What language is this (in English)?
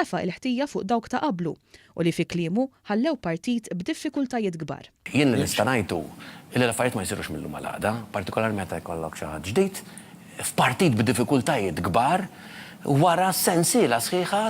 Maltese